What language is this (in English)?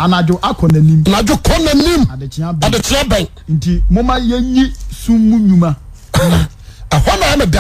Akan